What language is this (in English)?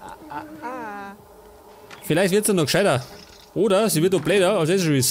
Bavarian